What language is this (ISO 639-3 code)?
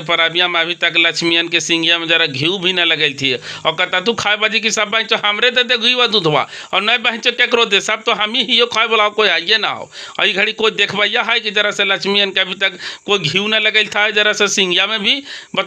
mag